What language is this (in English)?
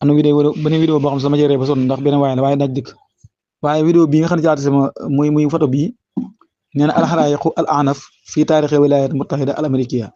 Wolof